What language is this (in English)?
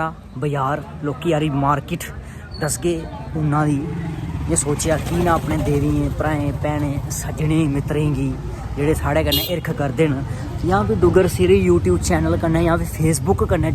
Dogri